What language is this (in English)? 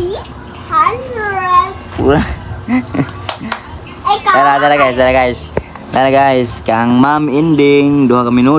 Cebuano